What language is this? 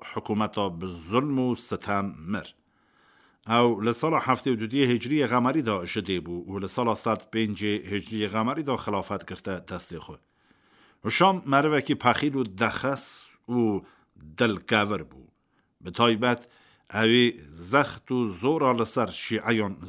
Kurdish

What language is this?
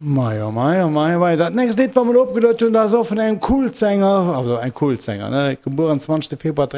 Luxembourgish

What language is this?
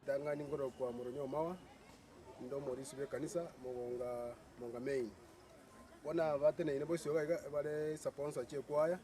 Gusii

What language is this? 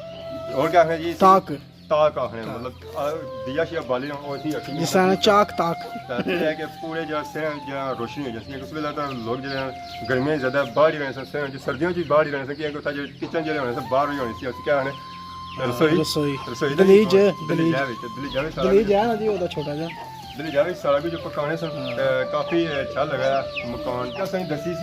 Pahari-Potwari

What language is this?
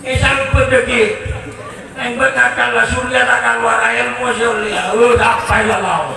Madurese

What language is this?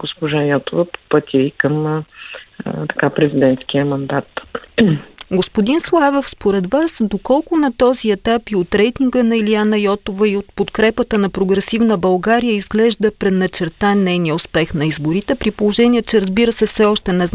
Bulgarian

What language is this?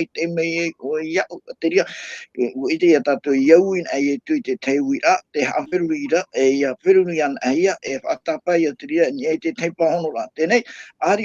Tahitian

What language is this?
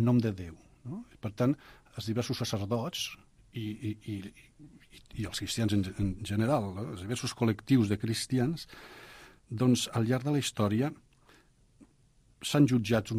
Catalan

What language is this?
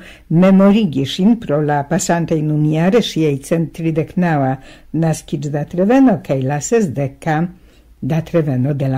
Esperanto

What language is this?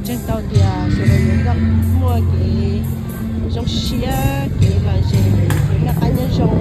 Hmong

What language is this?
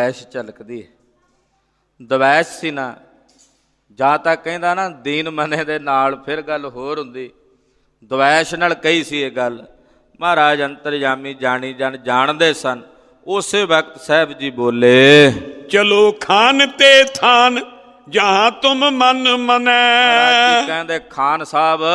Punjabi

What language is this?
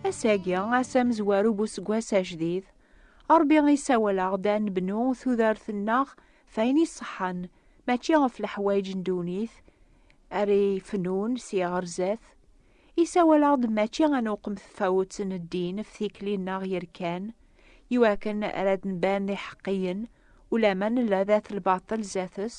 Kabyle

